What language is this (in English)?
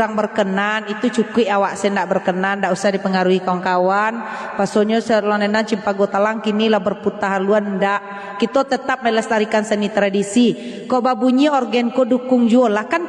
Minangkabau